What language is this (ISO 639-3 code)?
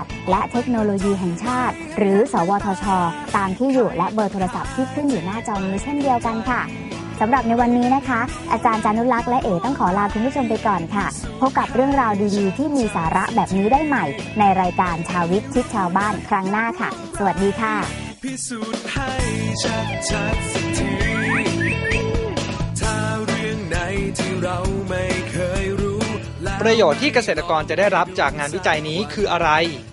tha